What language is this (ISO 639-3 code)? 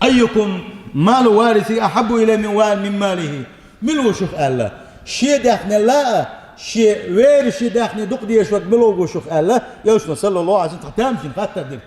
che